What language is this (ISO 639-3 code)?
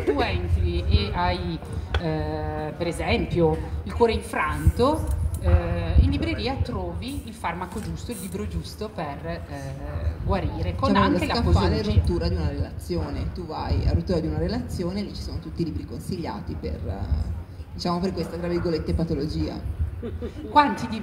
ita